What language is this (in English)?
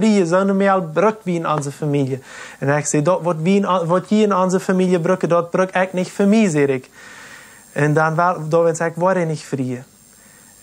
Plautdietsch